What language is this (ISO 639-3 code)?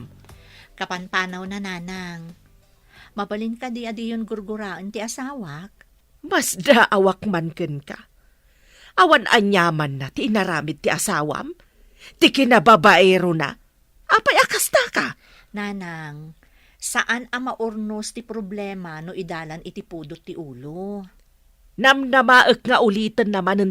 ilo